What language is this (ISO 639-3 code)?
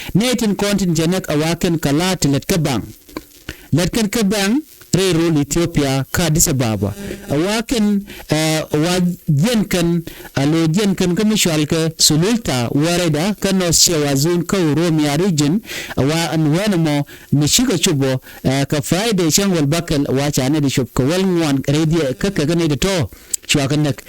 nus